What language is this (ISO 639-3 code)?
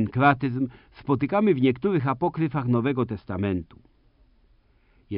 pol